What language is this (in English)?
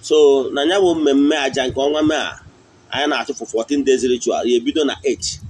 Igbo